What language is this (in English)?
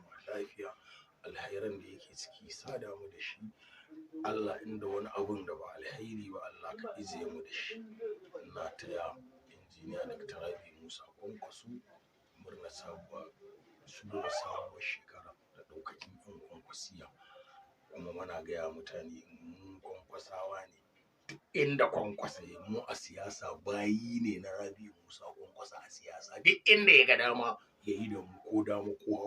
Hausa